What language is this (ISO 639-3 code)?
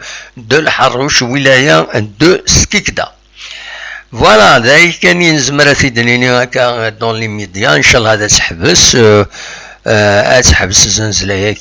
kab